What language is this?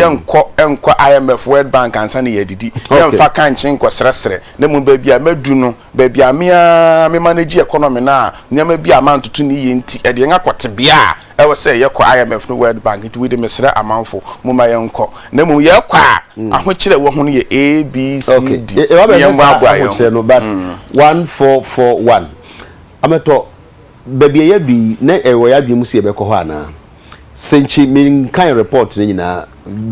Akan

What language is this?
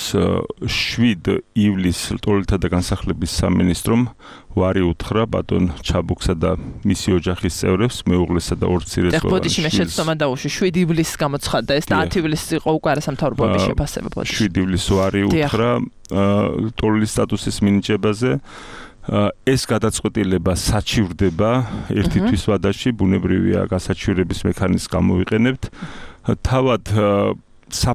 Georgian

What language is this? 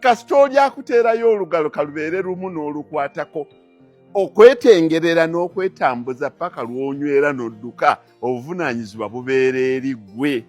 Ganda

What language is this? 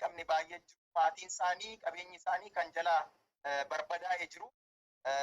Oromo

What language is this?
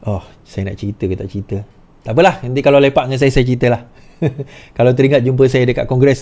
Malay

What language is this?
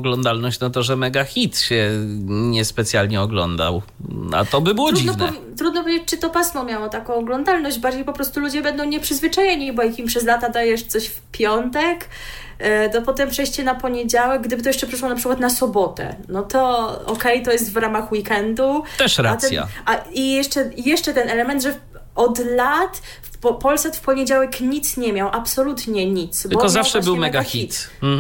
Polish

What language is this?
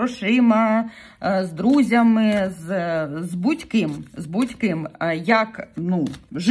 Ukrainian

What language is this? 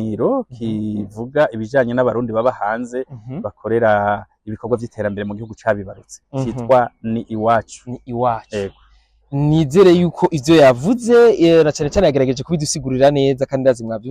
Rundi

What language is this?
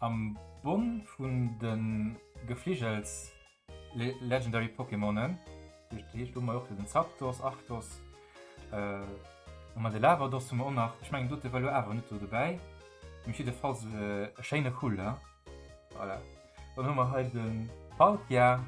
Luxembourgish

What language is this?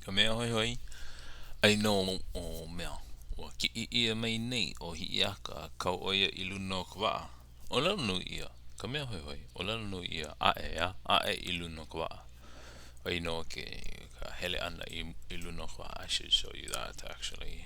Hawaiian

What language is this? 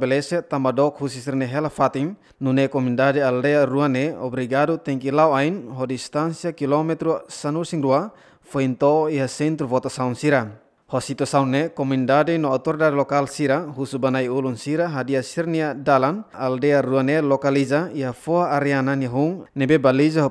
Tetum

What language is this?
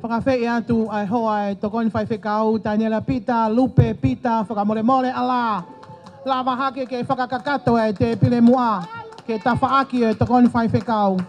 Tongan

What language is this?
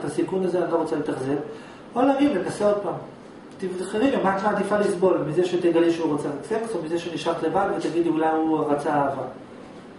Hebrew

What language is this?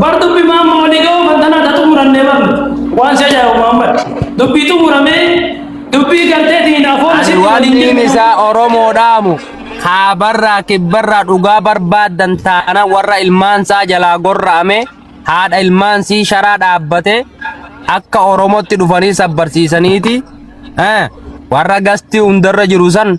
Oromo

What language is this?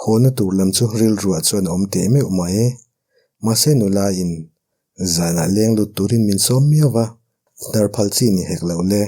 Mizo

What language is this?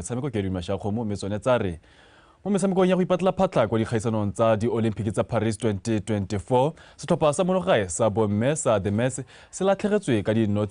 Tswana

